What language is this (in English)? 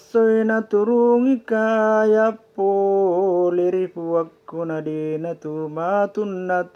Buginese